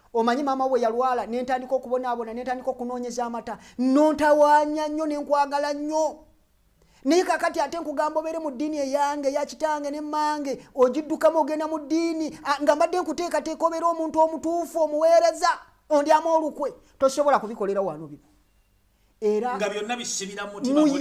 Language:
Ganda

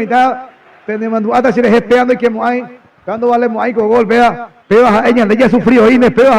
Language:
Guarani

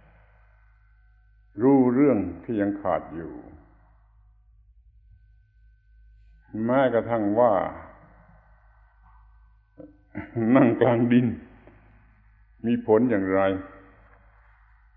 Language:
Thai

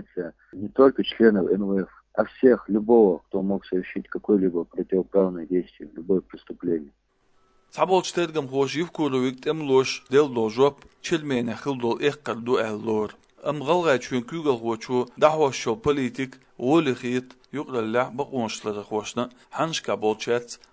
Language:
Chechen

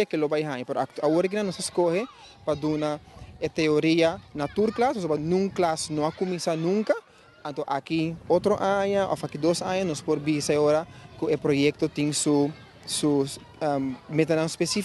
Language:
Papiamento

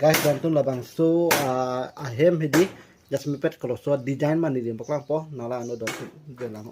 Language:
Karbi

